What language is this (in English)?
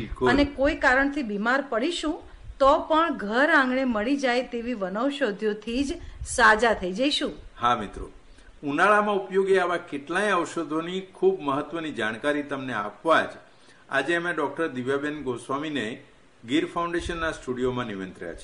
Gujarati